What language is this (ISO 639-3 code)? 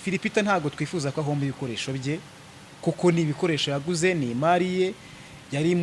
kin